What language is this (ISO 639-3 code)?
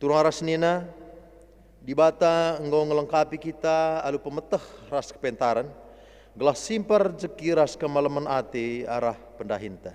btx